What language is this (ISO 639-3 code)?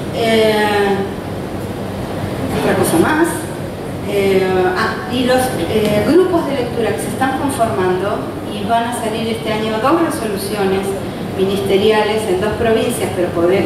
spa